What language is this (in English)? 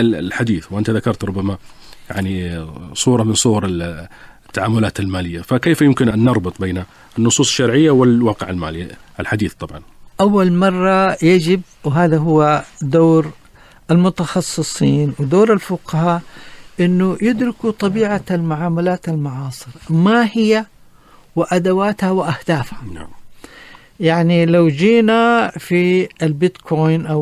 Najdi Arabic